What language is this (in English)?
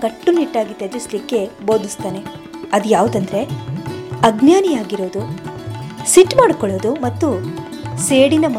Kannada